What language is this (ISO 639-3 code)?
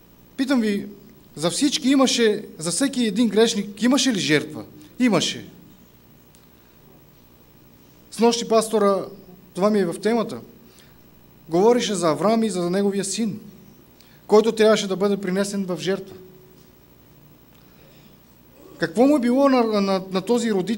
bul